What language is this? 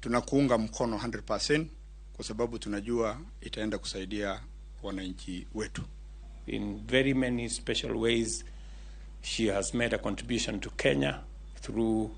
Luo (Kenya and Tanzania)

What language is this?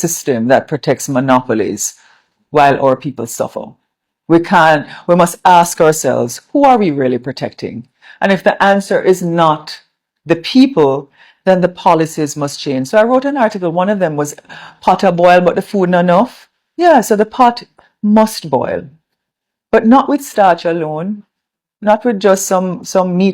Jamaican Creole English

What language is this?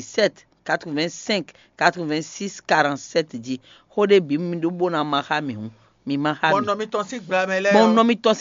Fon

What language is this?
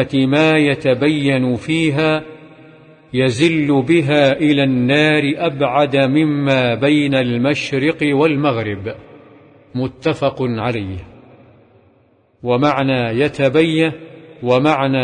Arabic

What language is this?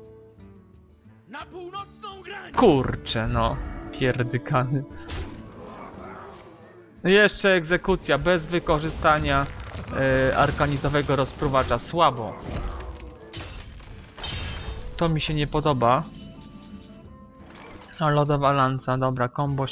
Polish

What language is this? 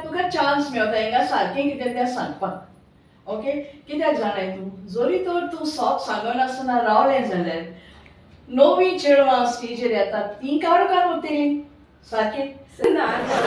Konkani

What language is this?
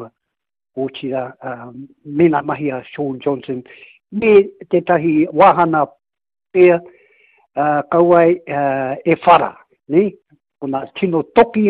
Māori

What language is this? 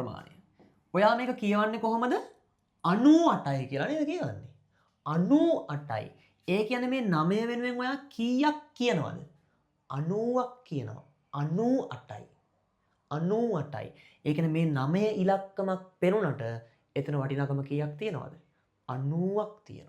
Sinhala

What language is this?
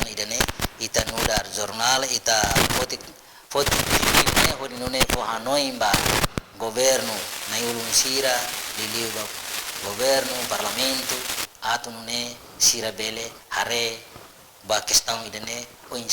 Tetum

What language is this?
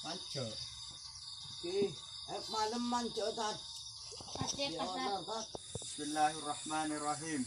Madurese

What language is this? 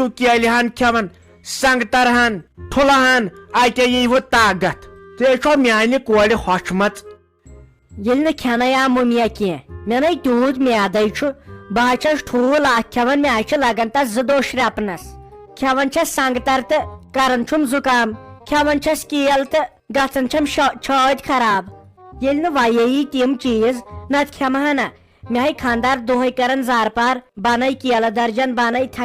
Kashmiri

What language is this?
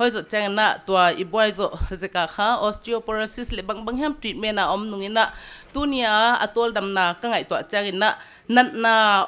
Paite Chin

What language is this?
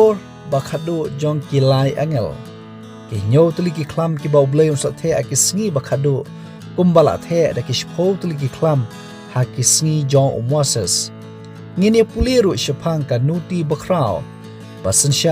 Khasi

